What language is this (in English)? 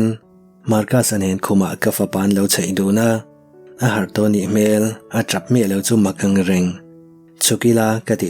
Mizo